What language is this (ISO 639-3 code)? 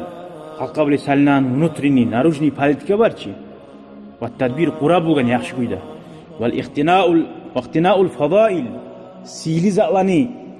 kum